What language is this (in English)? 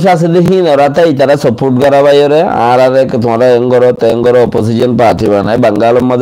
Rohingya